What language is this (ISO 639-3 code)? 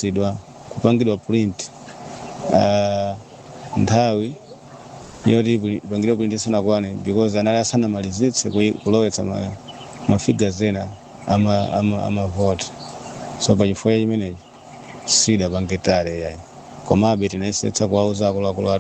nya